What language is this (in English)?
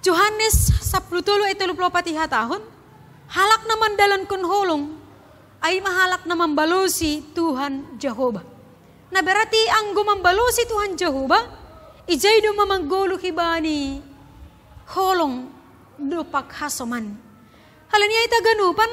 Batak Simalungun